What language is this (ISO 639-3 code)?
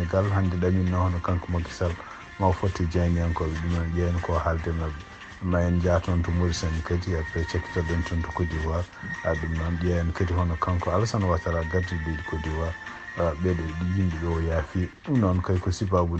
ful